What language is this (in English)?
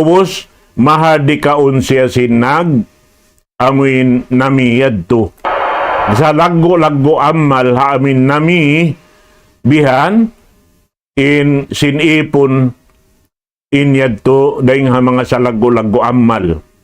Tausug